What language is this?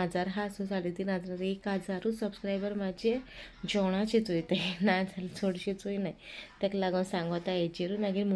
Konkani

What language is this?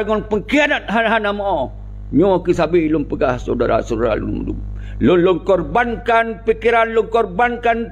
Achinese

